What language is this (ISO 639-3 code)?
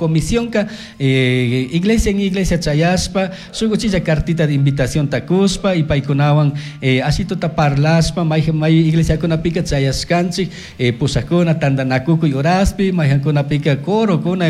qug